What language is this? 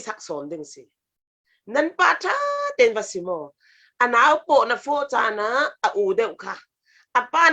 Falam Chin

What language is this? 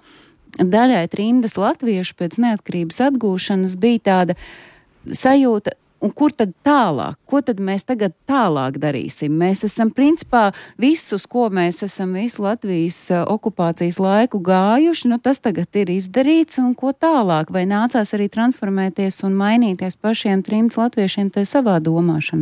Latvian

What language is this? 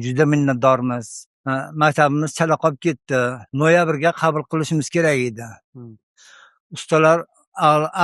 Uzbek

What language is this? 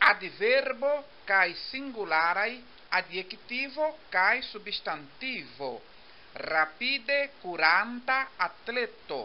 Esperanto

